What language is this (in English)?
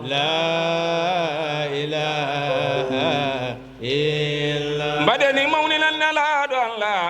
Fula